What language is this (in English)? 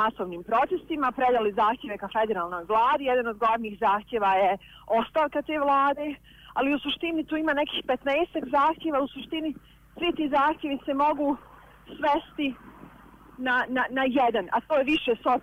Bosnian